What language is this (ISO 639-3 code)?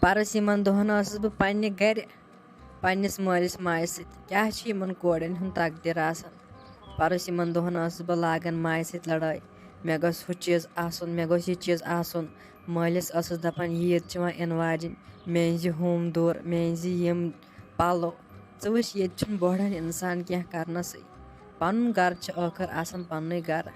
kas